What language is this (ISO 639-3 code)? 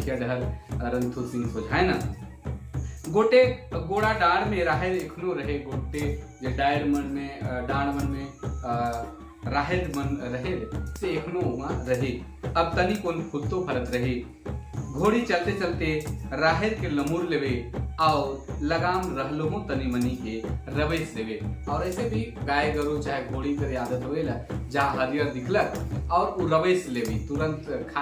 sck